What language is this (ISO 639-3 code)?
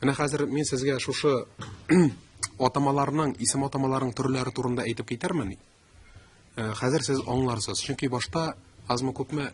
tat